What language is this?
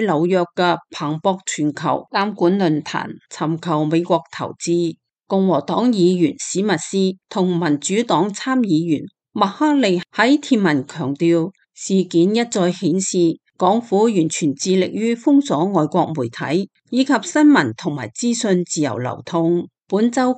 Cantonese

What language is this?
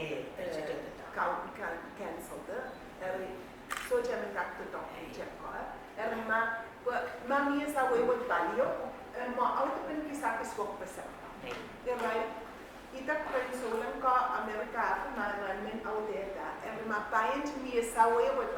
Pohnpeian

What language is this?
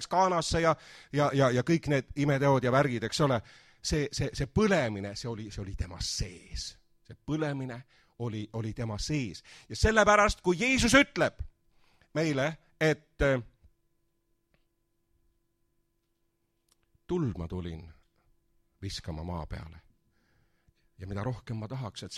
Estonian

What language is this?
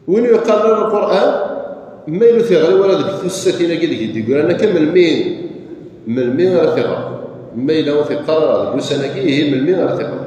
Kabyle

